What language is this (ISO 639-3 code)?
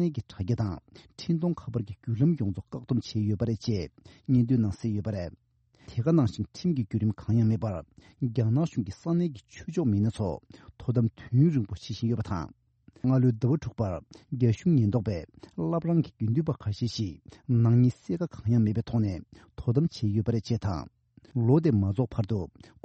bod